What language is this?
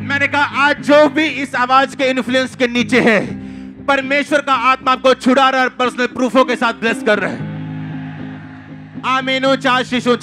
Hindi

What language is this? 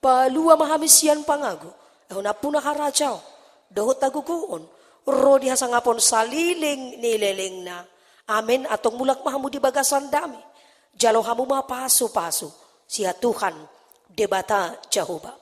Batak Toba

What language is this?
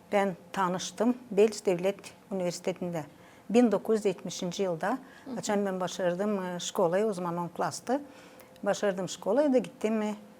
Gagauz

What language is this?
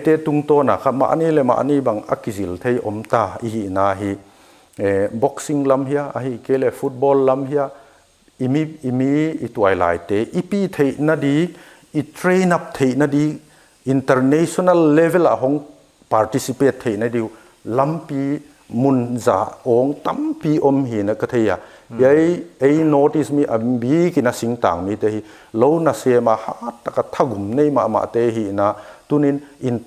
Paite Chin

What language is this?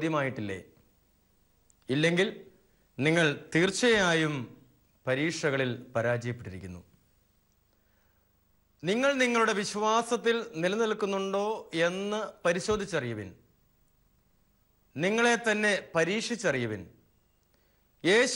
Malayalam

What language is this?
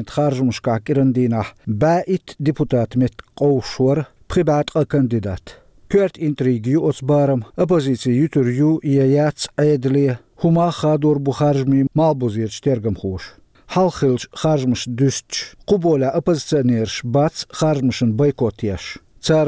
Chechen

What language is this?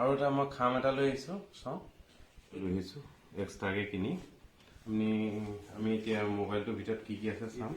Assamese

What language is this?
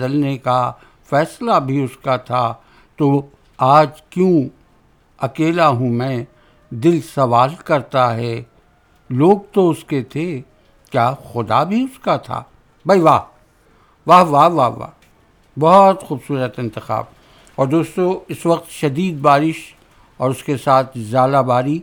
Urdu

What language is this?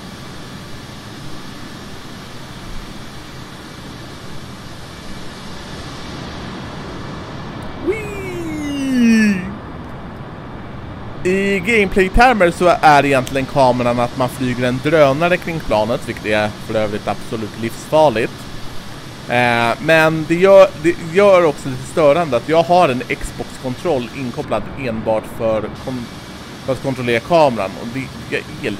Swedish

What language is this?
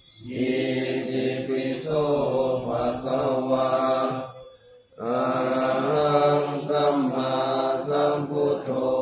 Pali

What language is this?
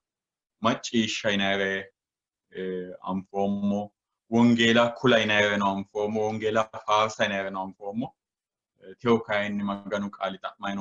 Sidamo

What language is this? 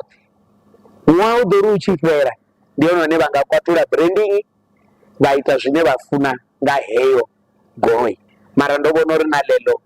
Venda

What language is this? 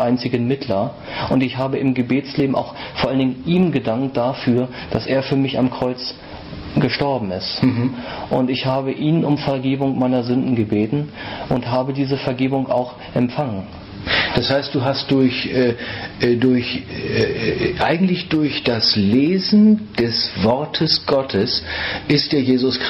German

